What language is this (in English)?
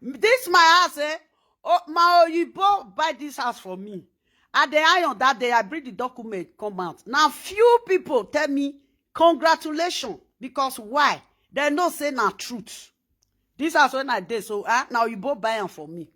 Nigerian Pidgin